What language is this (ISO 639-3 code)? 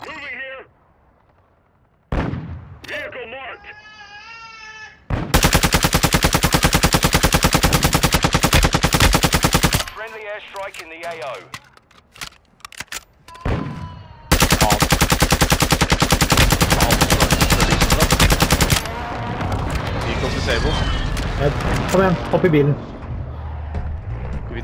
nor